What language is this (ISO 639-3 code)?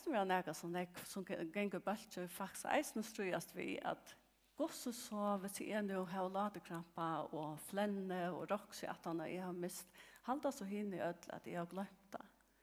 fao